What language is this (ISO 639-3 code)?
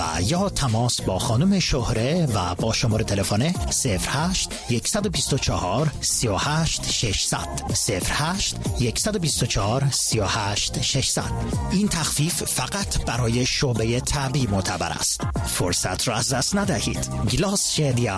fas